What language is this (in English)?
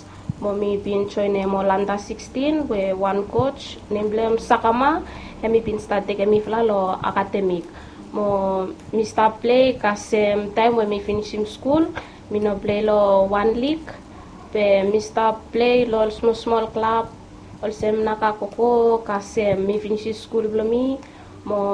Bislama